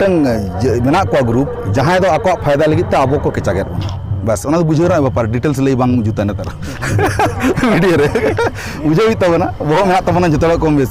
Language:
Santali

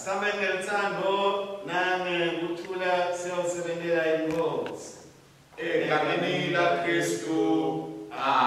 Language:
Swati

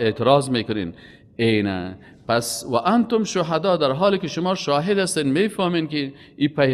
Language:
Persian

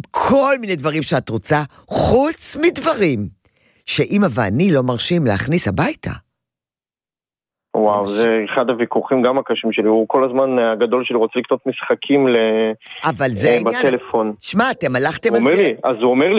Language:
Hebrew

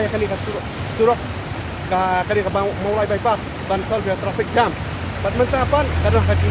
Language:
Khasi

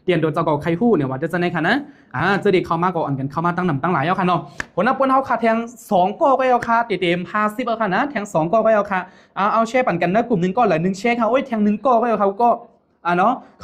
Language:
Shan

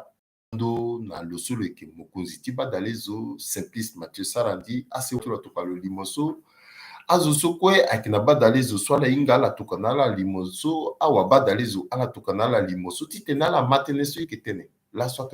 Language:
Sango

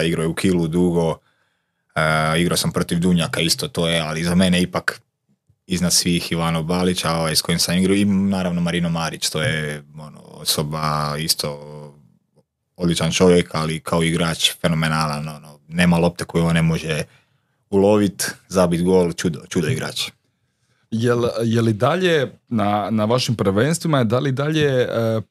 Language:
Croatian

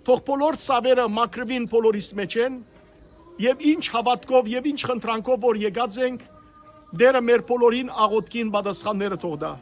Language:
Western Armenian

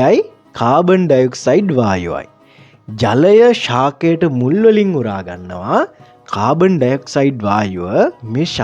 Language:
Sinhala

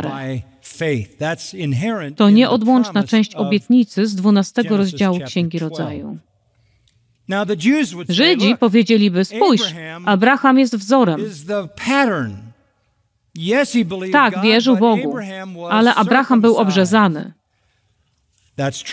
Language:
Polish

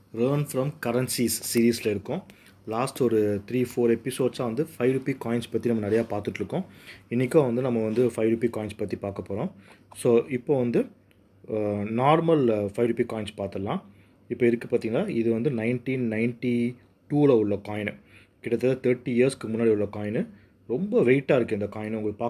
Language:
Tamil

